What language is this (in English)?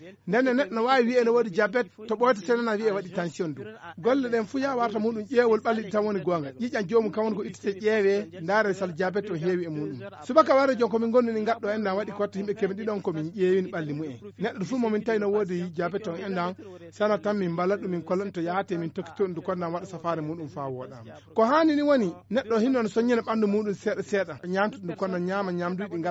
Fula